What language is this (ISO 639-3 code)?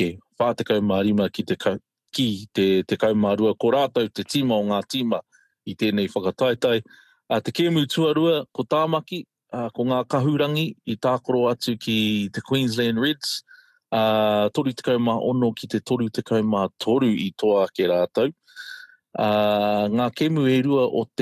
mri